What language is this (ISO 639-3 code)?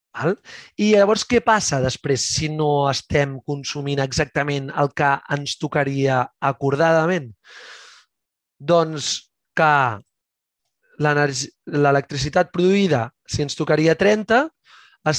cat